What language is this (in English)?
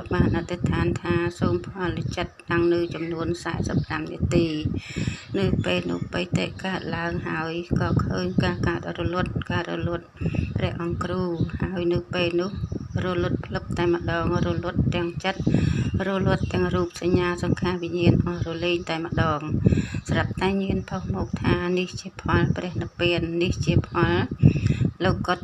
Khmer